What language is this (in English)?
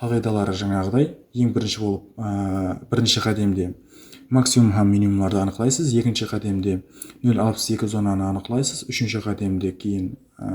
Kara-Kalpak